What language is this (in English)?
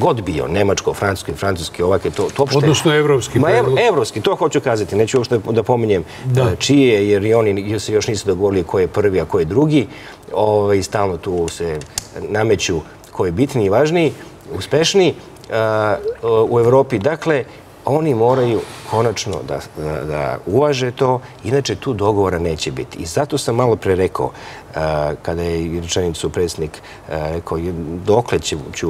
Serbian